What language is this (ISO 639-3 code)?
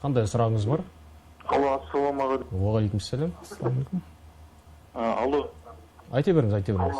kaz